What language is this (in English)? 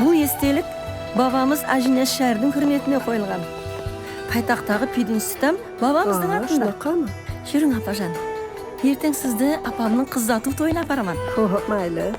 Kara-Kalpak